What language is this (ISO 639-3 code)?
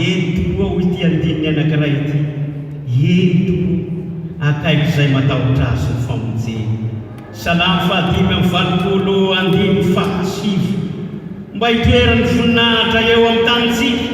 mlg